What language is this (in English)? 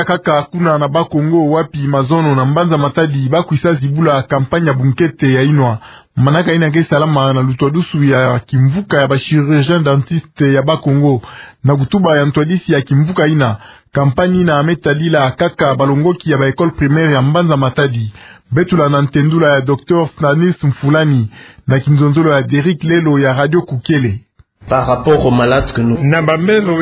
Kituba (Democratic Republic of Congo)